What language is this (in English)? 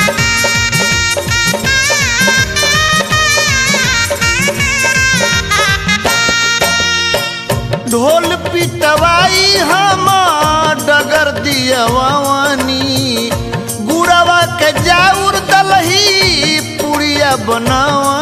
Bhojpuri